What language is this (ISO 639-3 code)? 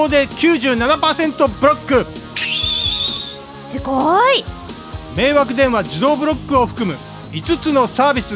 jpn